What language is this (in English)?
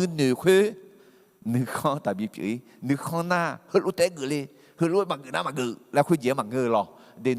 Akha